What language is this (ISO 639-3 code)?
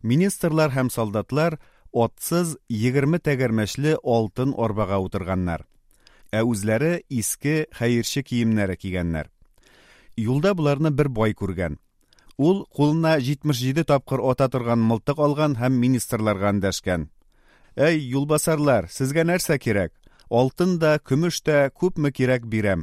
tat